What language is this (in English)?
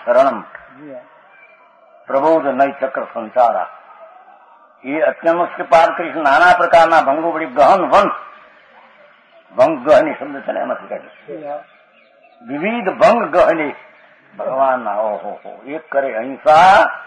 Gujarati